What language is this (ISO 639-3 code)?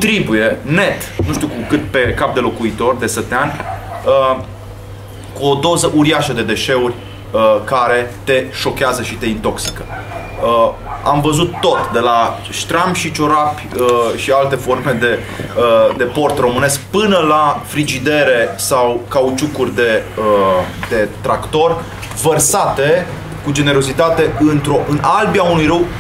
ron